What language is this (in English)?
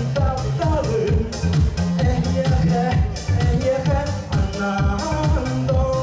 Yakut